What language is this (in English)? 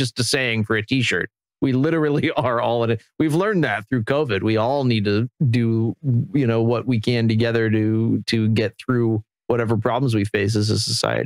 English